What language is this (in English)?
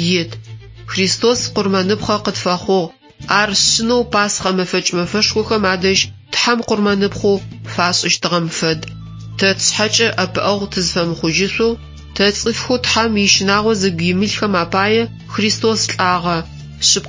Adyghe